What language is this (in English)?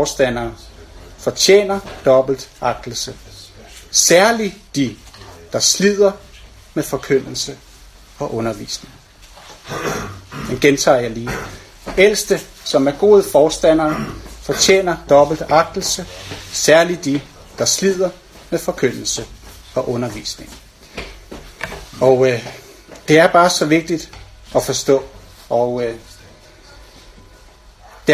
Danish